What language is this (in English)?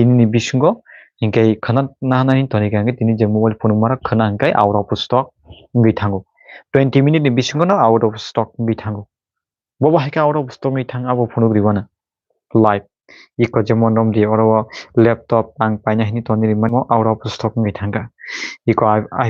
Kok Borok